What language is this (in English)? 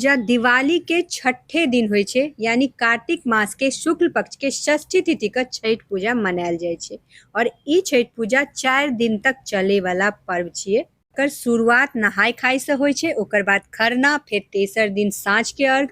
Maithili